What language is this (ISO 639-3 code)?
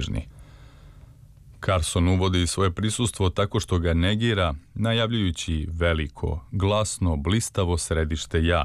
srp